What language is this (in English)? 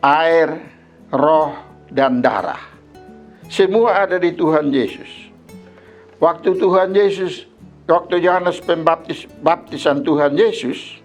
Kupang Malay